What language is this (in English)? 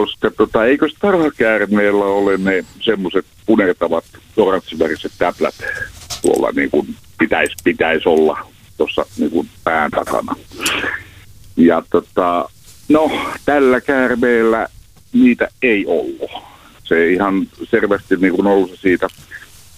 Finnish